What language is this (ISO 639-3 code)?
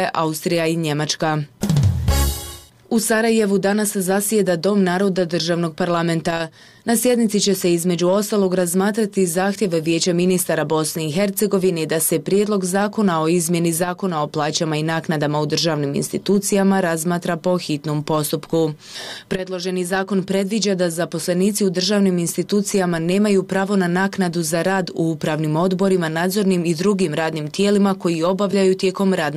bos